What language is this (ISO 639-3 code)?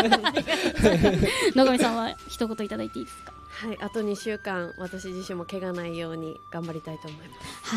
jpn